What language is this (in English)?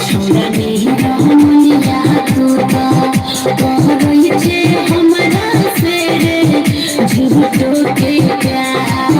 Maithili